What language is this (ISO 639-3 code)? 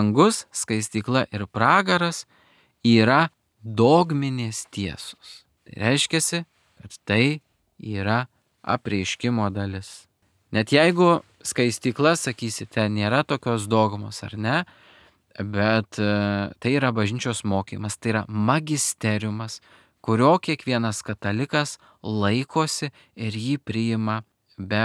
lit